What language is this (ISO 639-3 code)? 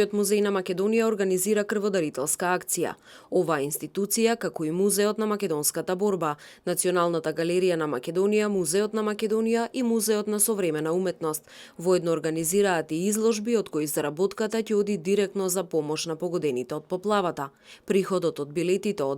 mkd